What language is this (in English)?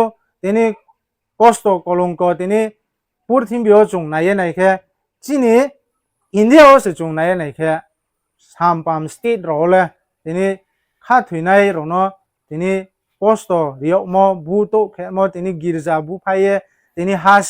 Riang (India)